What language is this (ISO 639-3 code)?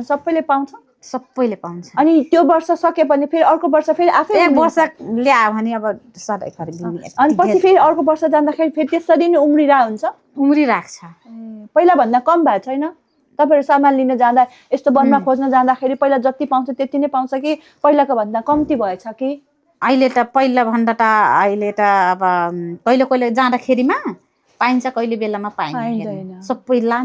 nep